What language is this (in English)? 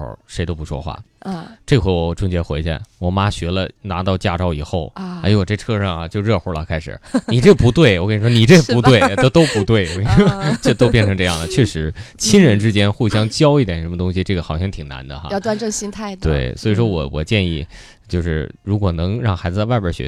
Chinese